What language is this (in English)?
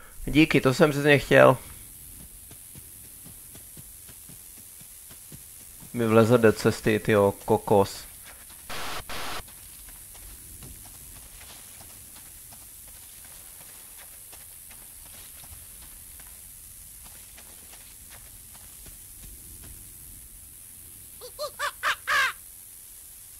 Czech